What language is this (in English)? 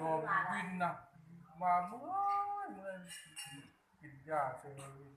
Northeastern Thai